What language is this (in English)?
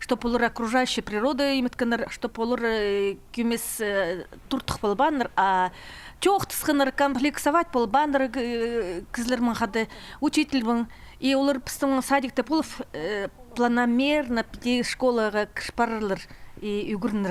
Khakas